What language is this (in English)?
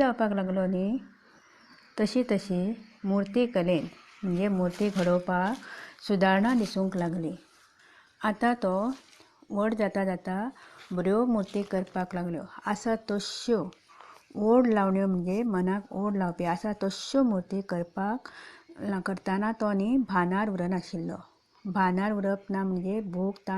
Konkani